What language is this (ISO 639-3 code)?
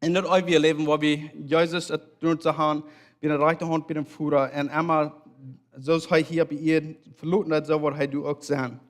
pdt